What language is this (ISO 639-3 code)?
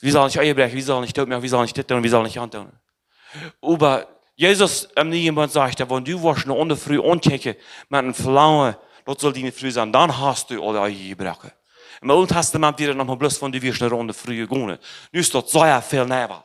pdt